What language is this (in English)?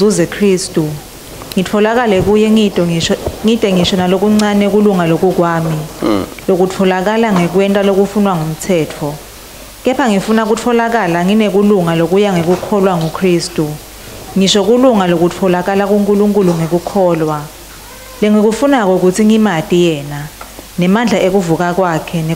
Swati